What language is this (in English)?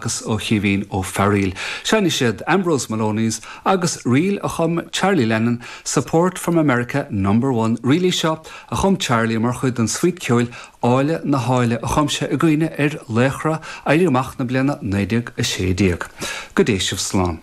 Irish